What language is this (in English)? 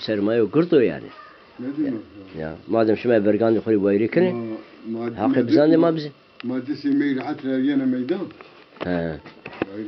Zaza